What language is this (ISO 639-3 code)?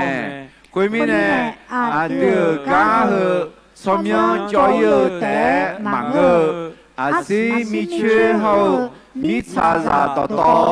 ahk